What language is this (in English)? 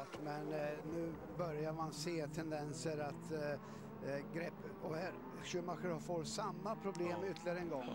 Swedish